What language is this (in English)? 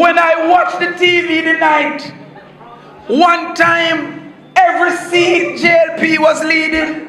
Jamaican Creole English